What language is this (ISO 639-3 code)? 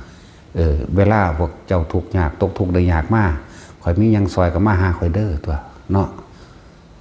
tts